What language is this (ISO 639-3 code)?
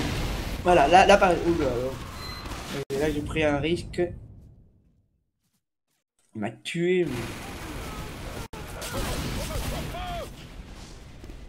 fra